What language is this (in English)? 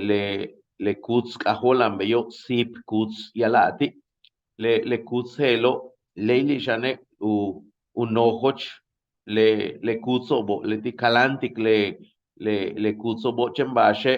Yucateco